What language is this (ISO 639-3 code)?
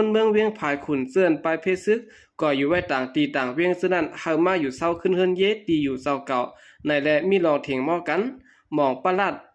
shn